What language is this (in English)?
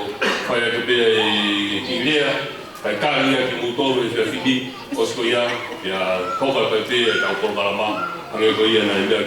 Tongan